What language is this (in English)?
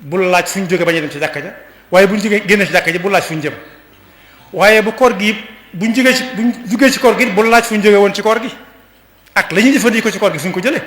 Wolof